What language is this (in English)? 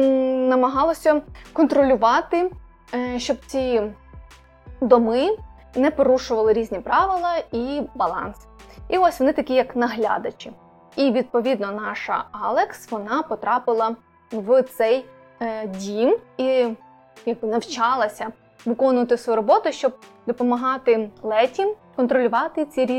Ukrainian